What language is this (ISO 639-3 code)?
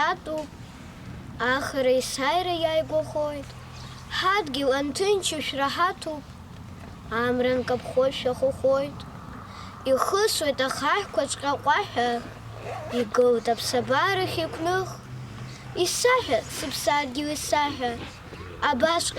abk